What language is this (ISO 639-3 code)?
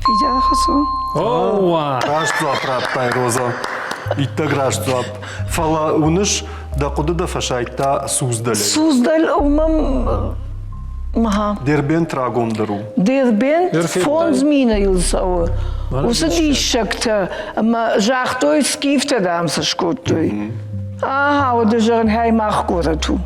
oss